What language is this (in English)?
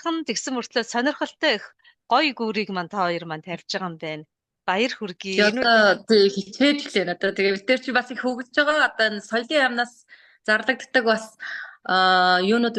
Mongolian